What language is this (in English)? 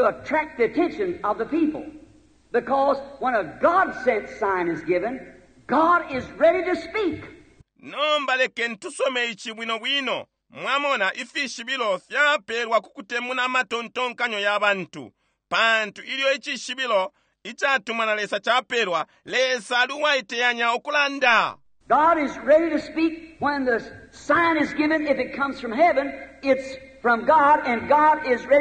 Bemba